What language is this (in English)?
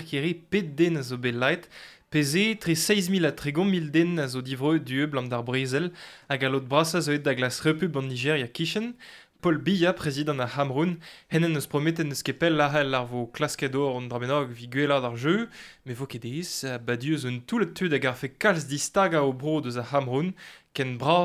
Breton